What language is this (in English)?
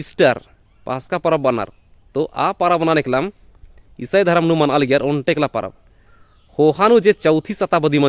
Kurukh